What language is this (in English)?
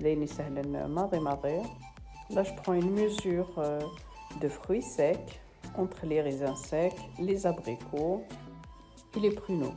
Kabyle